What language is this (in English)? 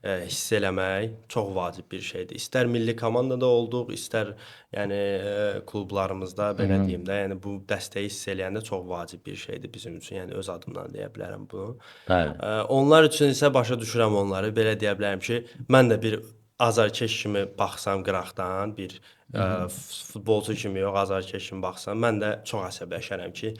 Azerbaijani